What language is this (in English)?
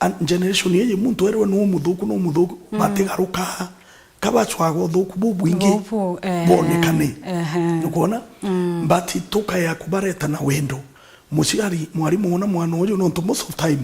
Meru